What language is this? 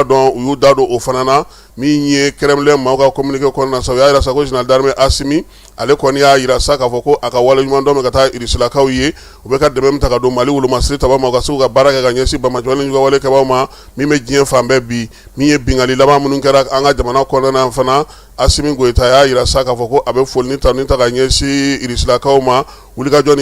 Bambara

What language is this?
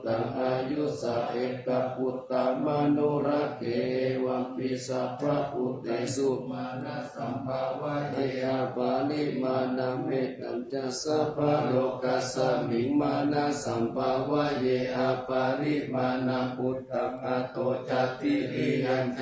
Pali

